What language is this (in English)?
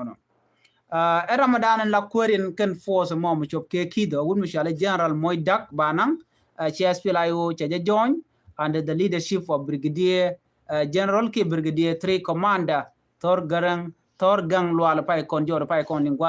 Nuer